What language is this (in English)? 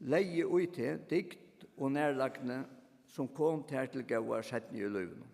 Faroese